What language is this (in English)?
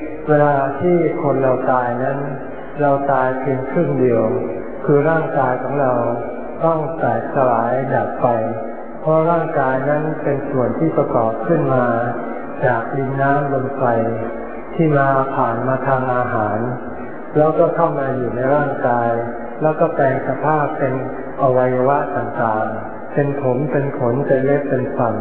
Thai